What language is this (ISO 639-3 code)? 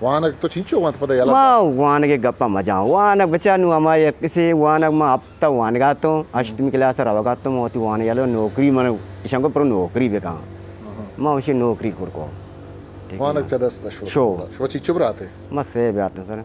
bgp